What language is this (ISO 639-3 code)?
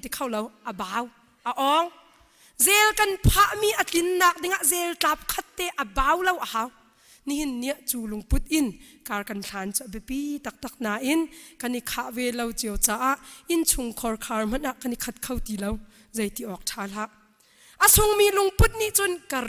cnh